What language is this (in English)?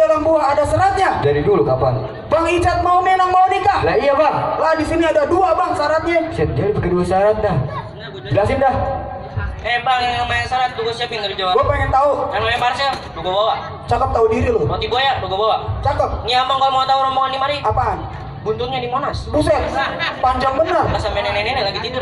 Betawi